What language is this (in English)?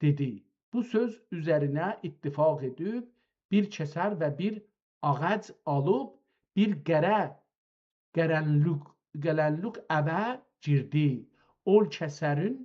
South Azerbaijani